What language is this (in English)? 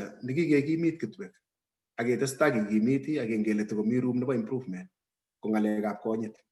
Kalenjin